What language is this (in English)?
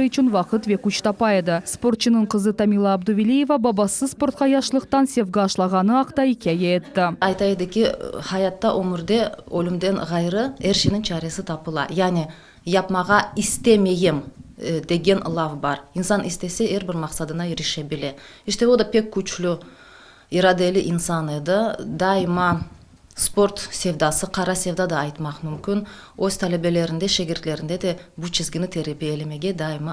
Crimean Tatar